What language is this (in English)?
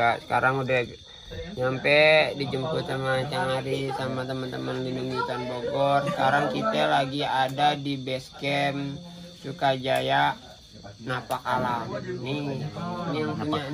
Betawi